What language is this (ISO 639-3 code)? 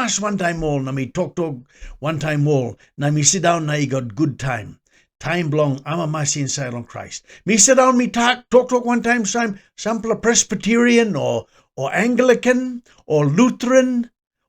tpi